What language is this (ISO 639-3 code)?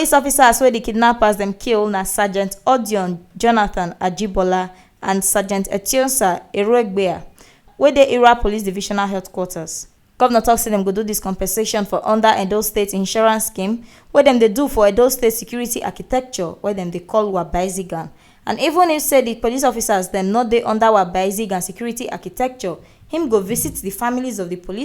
pcm